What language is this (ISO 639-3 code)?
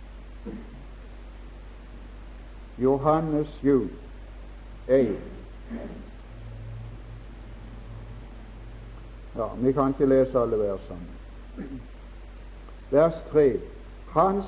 nor